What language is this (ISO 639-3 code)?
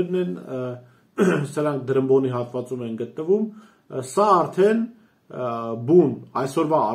hye